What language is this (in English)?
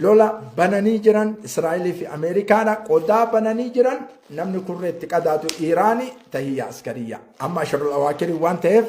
Oromo